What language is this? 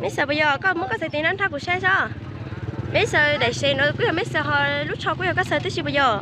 Hmong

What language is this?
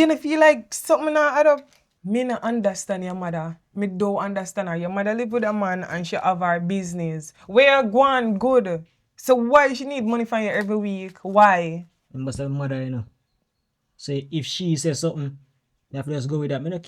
Jamaican Creole English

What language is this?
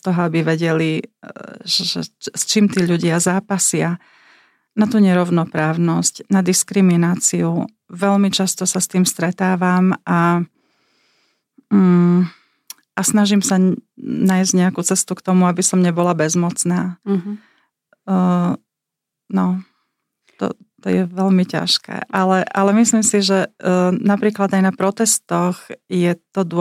Slovak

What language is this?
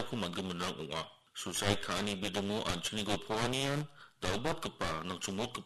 Garo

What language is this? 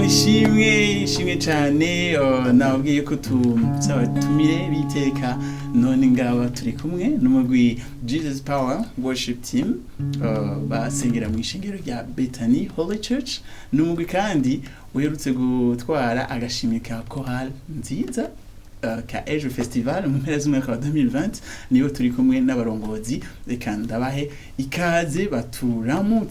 Rundi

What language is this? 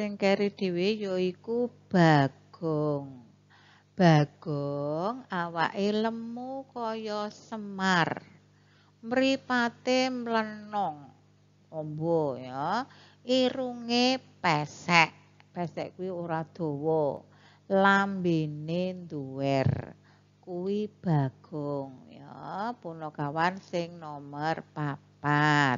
Javanese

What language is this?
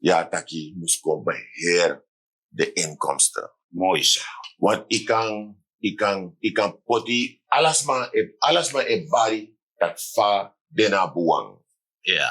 Sranan Tongo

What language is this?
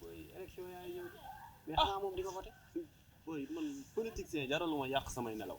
Wolof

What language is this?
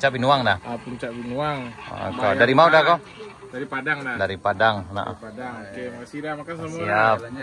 Minangkabau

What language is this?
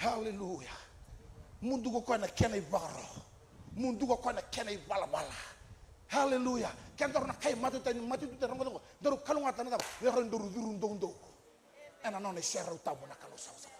Fijian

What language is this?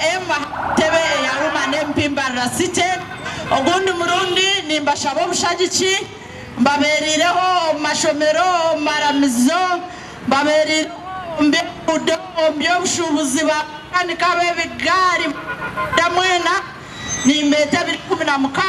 Nyankole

